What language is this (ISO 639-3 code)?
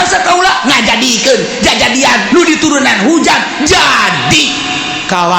sun